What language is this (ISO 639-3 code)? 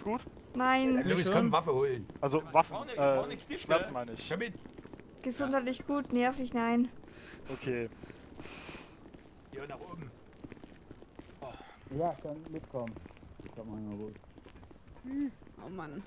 deu